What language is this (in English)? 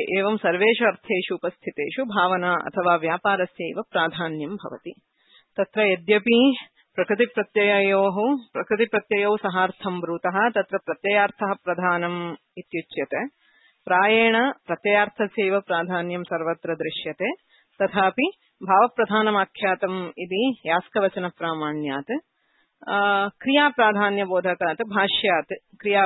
Sanskrit